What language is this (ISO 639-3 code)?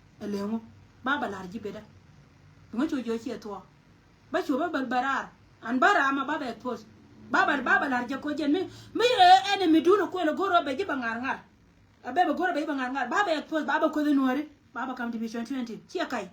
nus